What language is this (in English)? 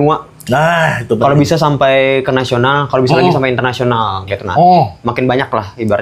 Banjar